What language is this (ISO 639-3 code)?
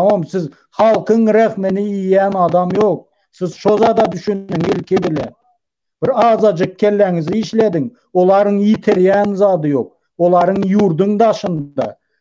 tuk